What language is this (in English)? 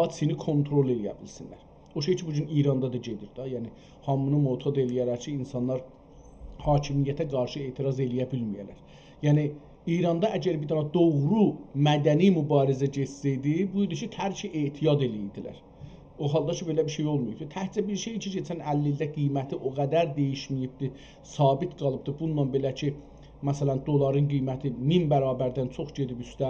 South Azerbaijani